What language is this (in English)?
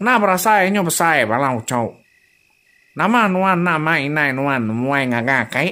Iban